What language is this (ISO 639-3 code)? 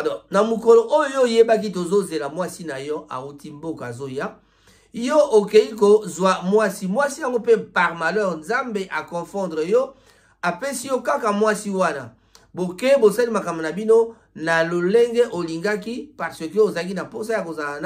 lin